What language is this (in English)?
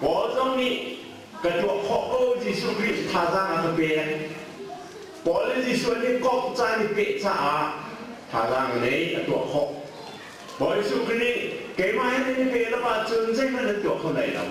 Hakha Chin